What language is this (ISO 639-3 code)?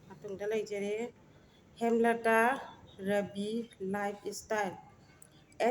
mni